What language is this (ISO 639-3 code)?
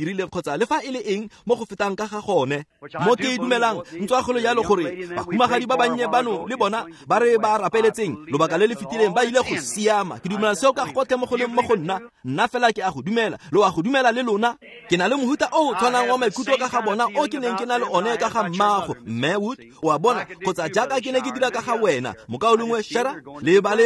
tsn